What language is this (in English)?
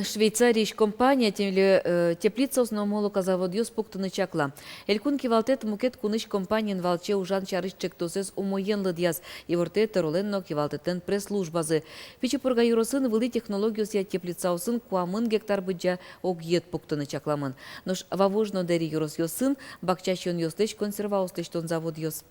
Udmurt